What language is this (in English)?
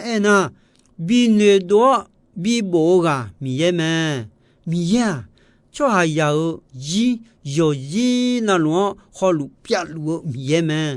Akha